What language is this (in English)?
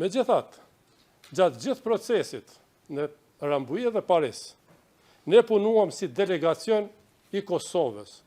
Albanian